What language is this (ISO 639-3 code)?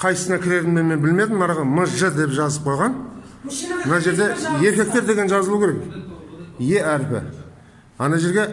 kaz